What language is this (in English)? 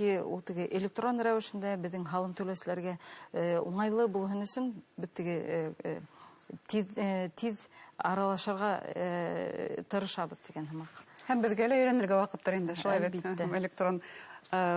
Bashkir